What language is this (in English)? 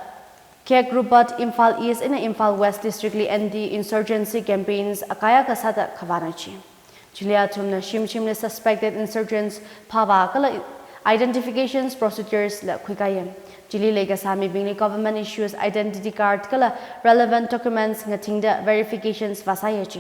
Tangkhul Naga (India)